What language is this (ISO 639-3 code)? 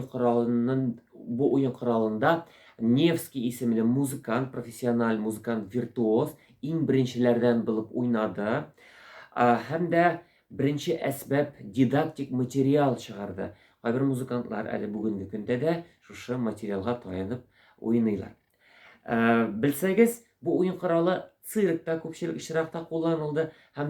tat